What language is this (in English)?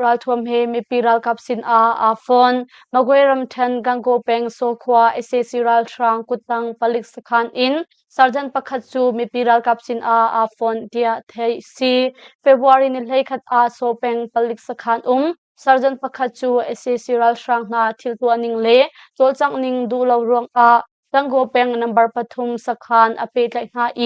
Hakha Chin